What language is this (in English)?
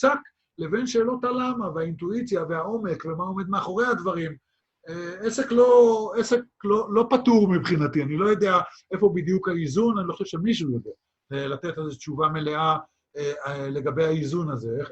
Hebrew